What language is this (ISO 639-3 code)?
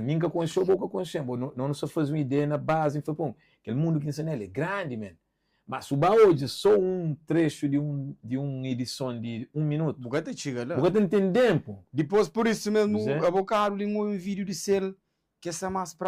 kea